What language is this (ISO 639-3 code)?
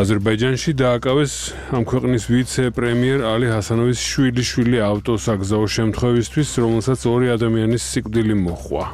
kat